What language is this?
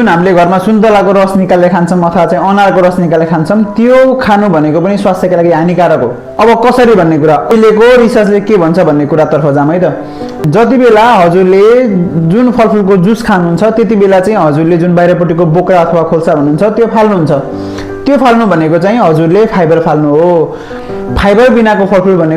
Nepali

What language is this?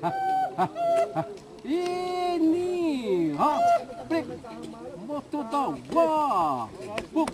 Xavánte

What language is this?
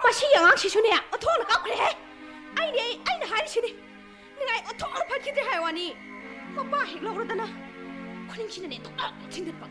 Manipuri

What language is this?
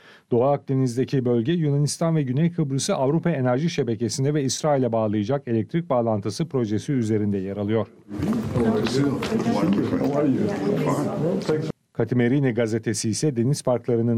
Turkish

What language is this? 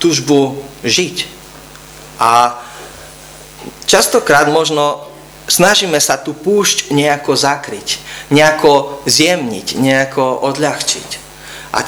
Slovak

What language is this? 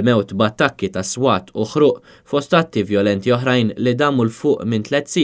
Maltese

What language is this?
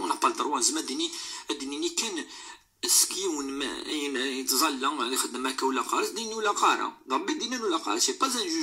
Moroccan Arabic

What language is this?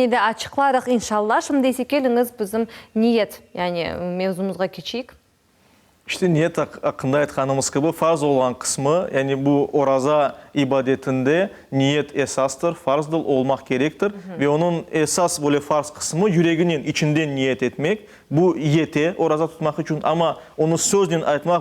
Crimean Tatar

